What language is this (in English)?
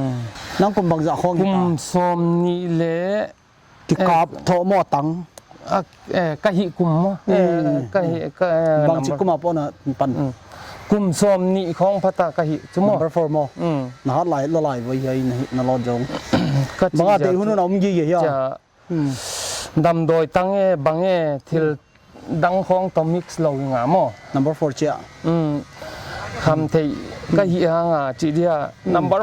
Paite Chin